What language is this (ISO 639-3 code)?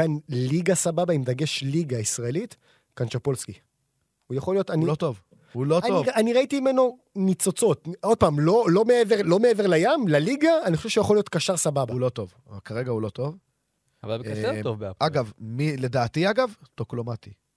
heb